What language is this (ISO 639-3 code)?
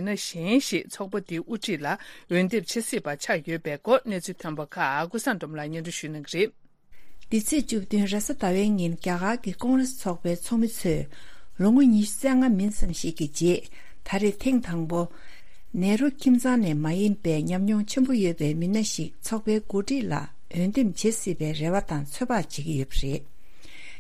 bod